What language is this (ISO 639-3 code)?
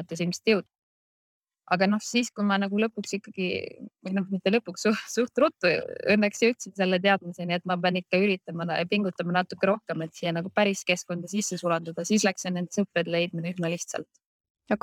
est